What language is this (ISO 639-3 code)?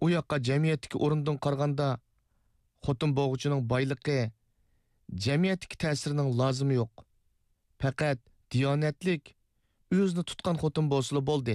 uig